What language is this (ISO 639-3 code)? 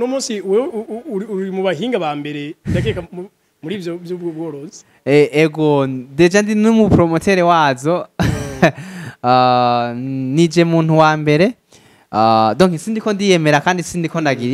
run